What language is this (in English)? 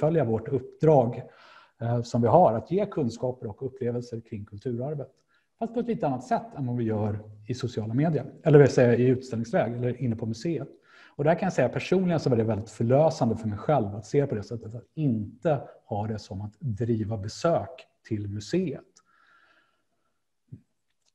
Swedish